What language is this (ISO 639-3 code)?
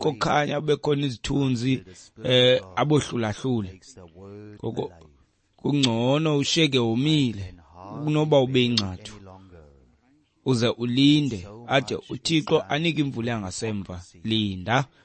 xho